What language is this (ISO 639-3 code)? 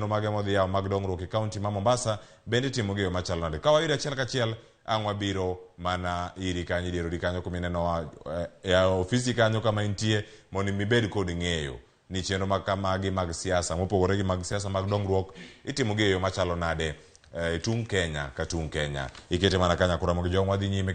luo